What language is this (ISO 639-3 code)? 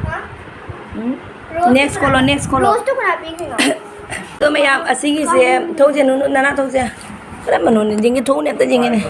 mni